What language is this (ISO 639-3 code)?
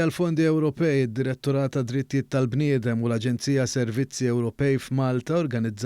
mlt